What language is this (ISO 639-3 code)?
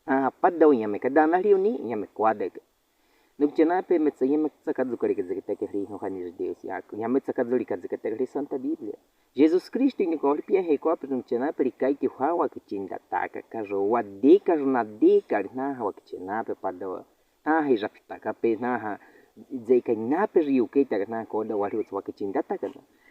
bwi